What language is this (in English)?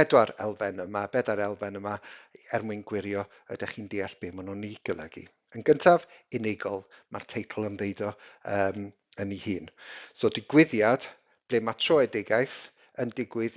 Welsh